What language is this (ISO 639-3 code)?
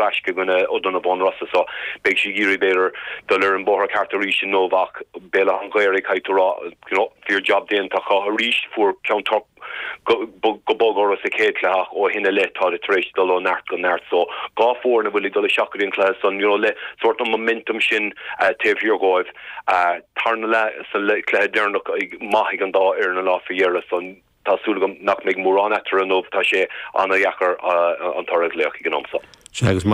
gle